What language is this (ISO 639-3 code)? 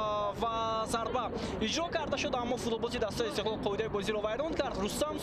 tgk